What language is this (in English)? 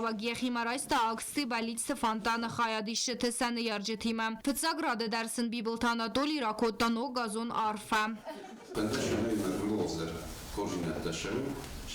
Ossetic